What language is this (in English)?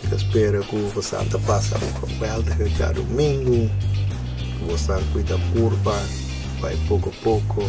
Papiamento